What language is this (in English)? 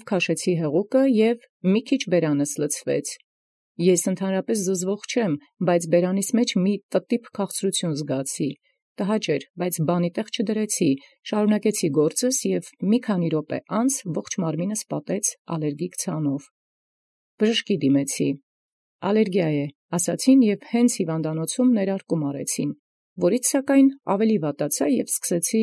Armenian